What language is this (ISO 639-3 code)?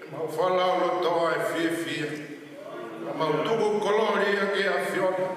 ton